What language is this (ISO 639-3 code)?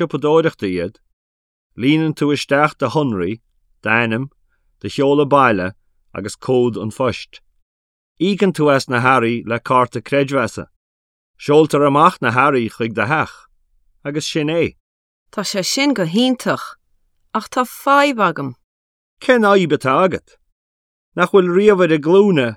gle